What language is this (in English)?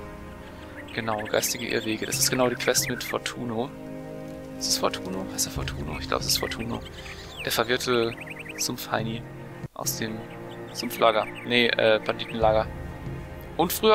German